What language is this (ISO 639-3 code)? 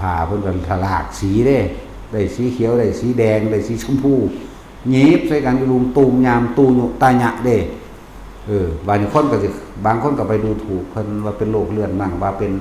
lao